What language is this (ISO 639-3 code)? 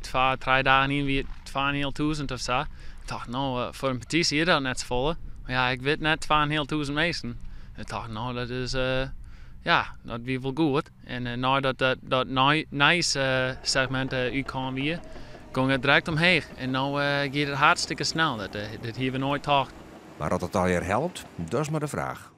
fry